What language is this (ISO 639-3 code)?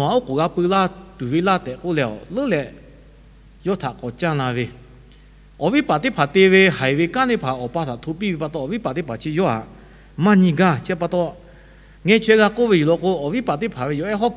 lhu